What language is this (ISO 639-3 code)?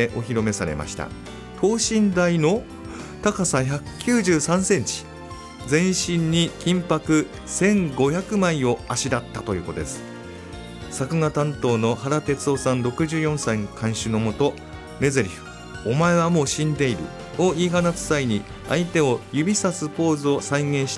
jpn